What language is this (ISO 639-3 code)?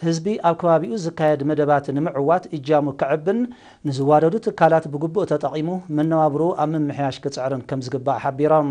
tir